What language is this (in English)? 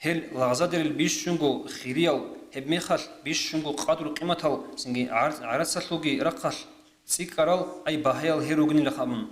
Avaric